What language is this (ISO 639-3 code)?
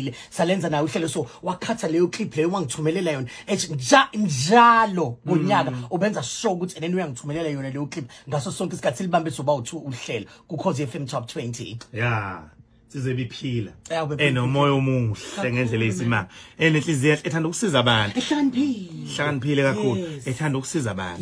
zul